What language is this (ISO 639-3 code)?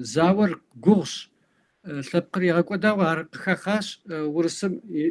kbd